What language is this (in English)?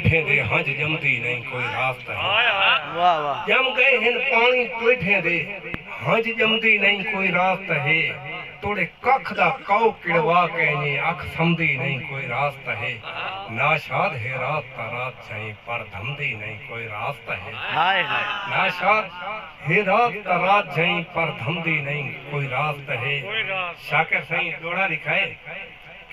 Saraiki